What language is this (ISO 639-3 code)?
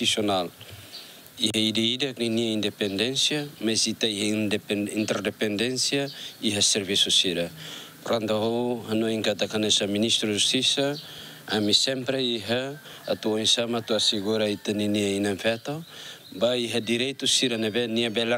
tet